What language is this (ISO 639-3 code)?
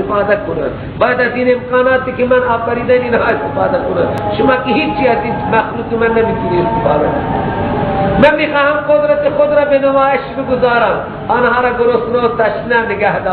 fas